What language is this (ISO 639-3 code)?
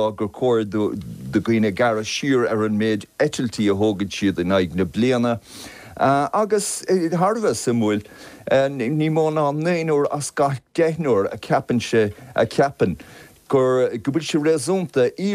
gle